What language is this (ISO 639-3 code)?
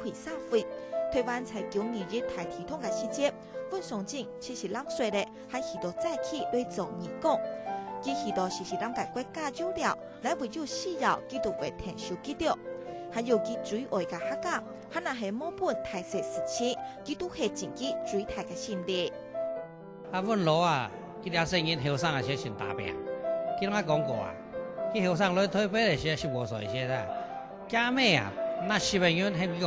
hak